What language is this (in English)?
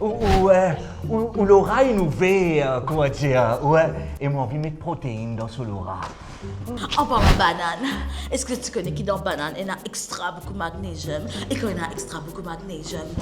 Morisyen